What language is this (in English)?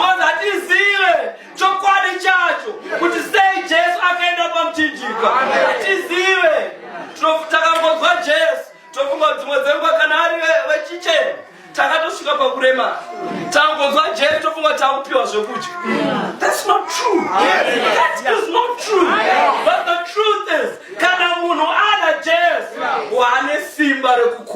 Shona